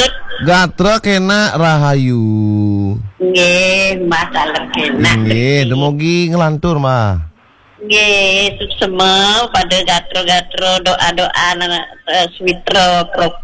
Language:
Balinese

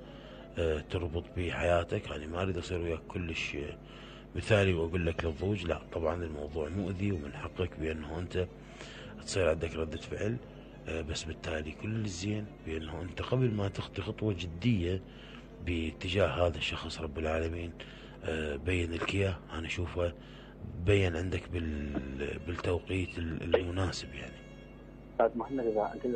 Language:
Mesopotamian Arabic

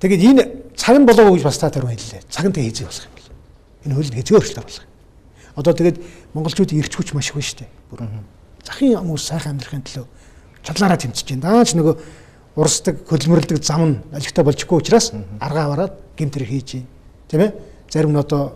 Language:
Mongolian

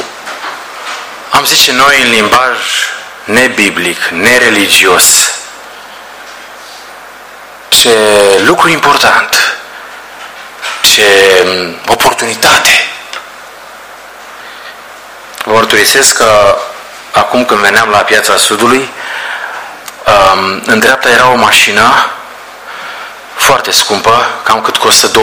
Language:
Romanian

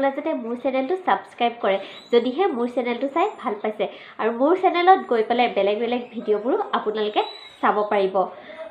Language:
Assamese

